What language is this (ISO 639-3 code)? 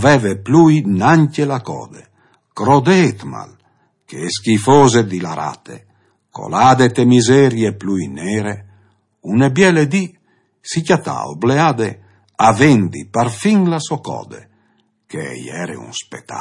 fur